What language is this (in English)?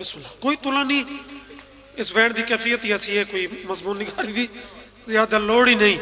Pahari-Potwari